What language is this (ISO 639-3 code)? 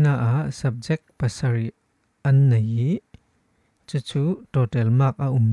cfm